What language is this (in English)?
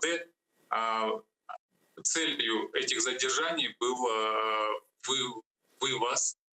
Crimean Tatar